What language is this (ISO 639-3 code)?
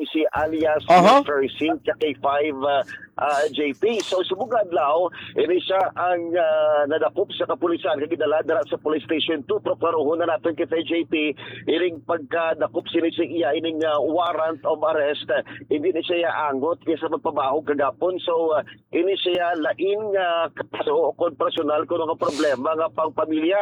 hil